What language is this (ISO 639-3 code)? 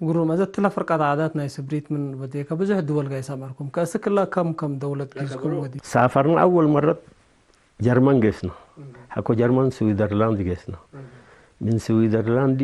tig